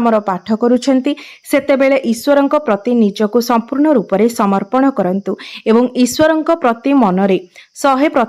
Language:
Odia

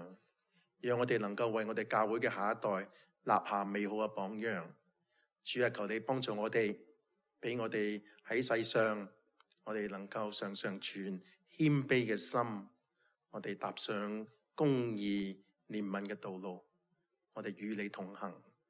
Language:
Cantonese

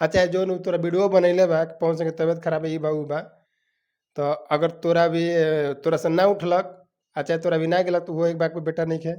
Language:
Bhojpuri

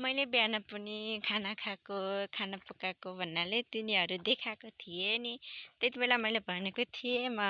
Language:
Nepali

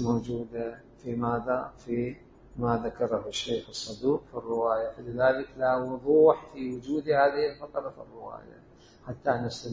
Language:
Mesopotamian Arabic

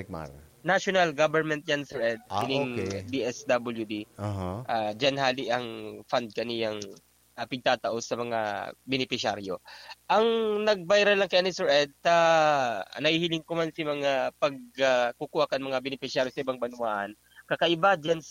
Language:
Bikol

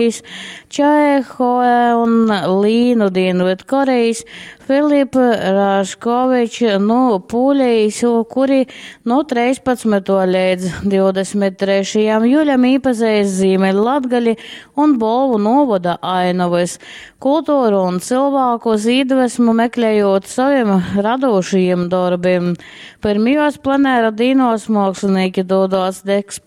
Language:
Latgalian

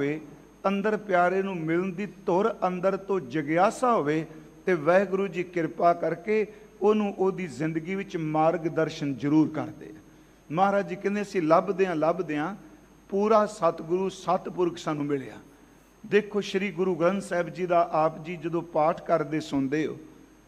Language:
Punjabi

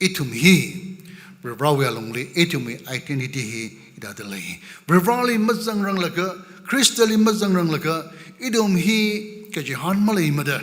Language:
Tangkhul Naga (India)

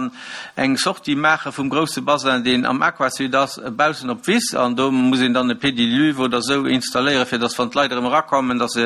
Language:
Luxembourgish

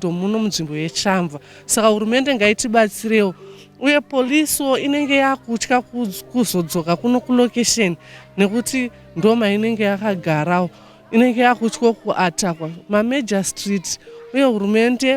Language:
Shona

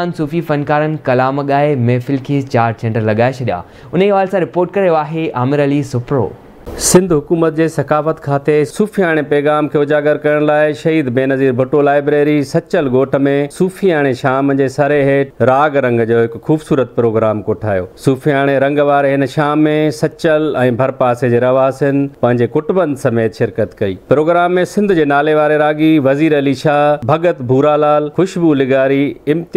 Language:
Sindhi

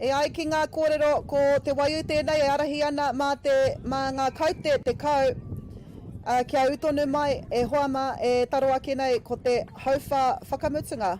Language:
Māori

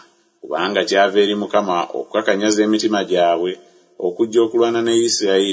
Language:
Ganda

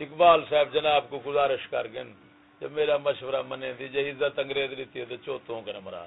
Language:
Saraiki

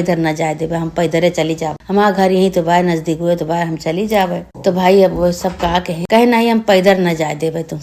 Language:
Awadhi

